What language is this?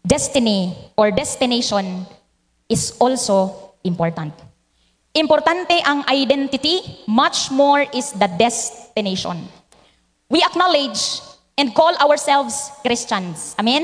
Cebuano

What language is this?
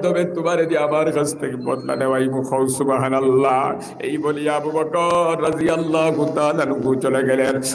Sylheti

